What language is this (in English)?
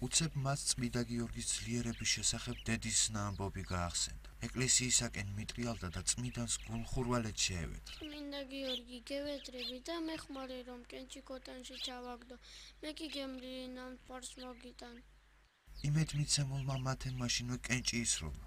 Georgian